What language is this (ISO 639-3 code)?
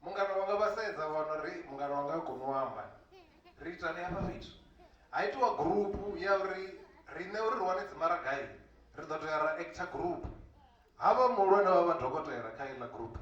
ven